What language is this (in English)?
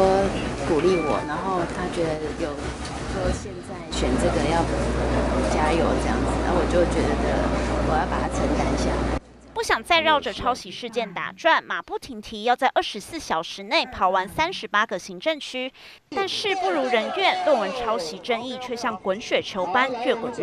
Chinese